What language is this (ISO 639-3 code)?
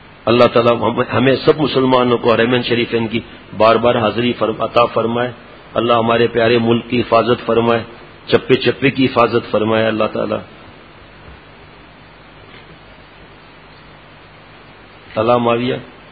urd